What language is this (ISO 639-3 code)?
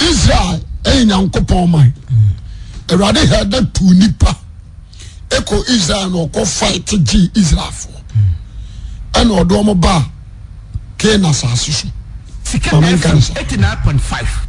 aka